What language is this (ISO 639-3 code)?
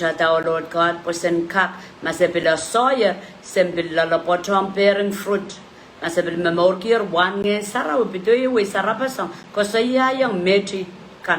pon